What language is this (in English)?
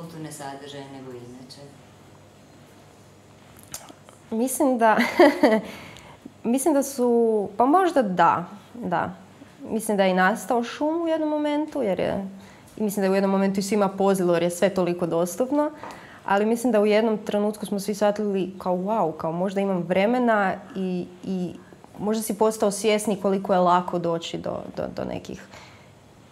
Croatian